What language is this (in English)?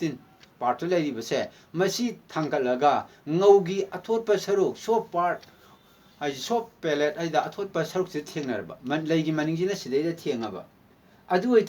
Manipuri